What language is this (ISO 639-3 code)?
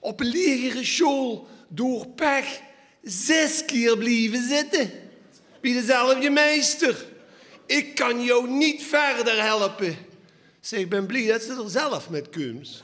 lim